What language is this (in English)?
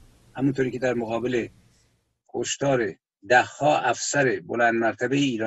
Persian